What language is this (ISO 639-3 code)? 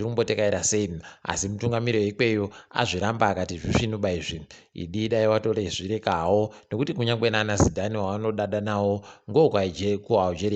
ndc